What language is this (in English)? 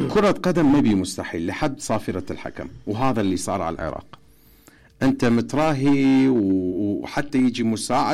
Mesopotamian Arabic